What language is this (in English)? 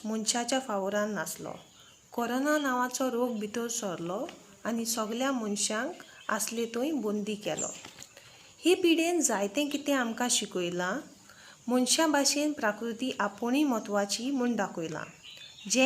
Konkani